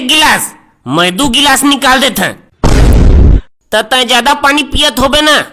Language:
Chhattisgarhi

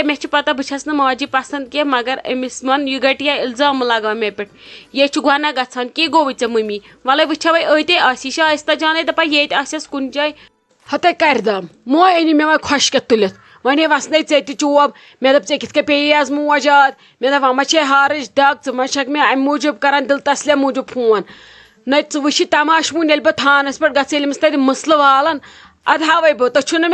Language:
Kashmiri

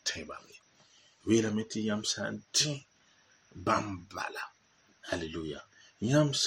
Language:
Mossi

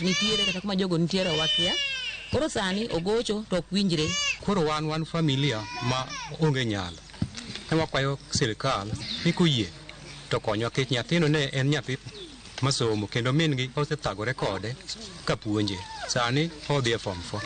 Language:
Luo (Kenya and Tanzania)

